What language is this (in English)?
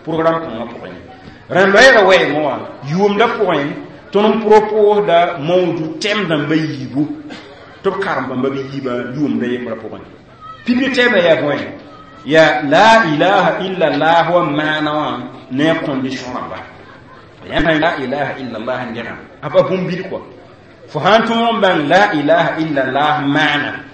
Mossi